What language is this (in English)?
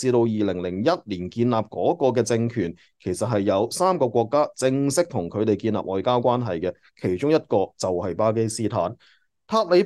Cantonese